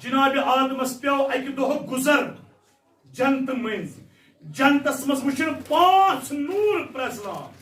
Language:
Kashmiri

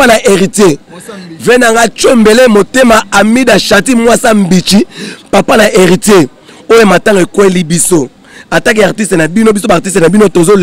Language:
Lingala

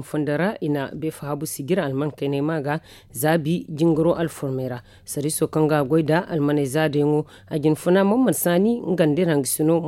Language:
Zarma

